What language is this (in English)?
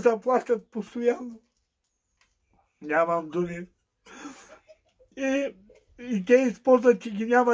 Bulgarian